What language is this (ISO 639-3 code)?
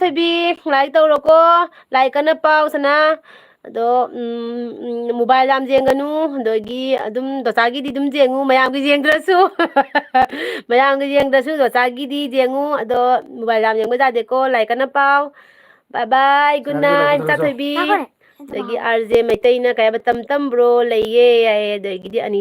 mni